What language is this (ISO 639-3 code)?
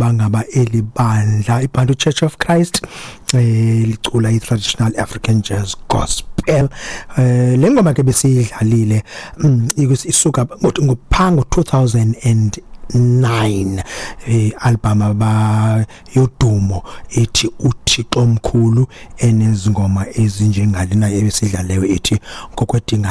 xho